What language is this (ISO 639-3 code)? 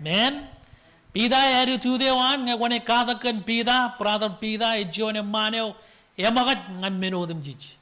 mah